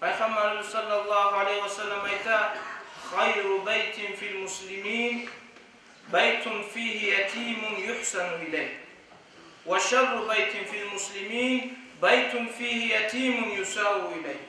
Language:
Kumyk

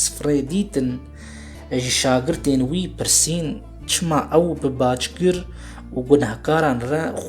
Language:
Kurdish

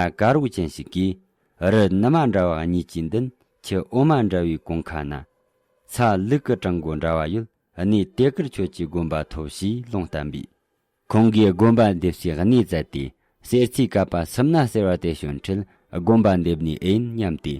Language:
Tibetan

